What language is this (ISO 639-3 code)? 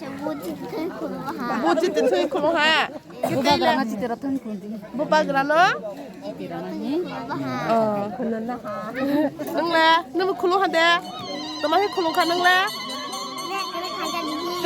trp